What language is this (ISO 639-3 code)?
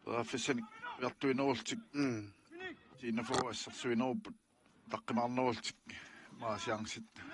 kal